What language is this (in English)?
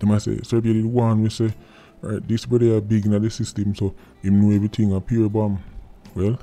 Jamaican Creole English